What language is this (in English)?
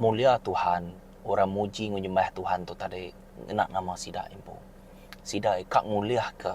Iban